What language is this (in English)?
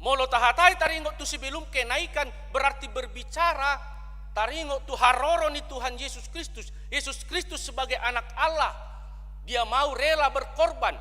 Batak Toba